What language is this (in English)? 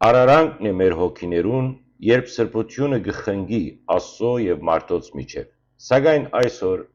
Western Armenian